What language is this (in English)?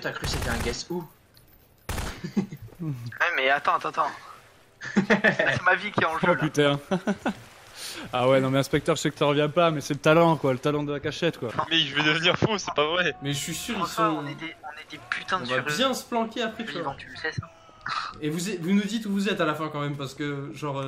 French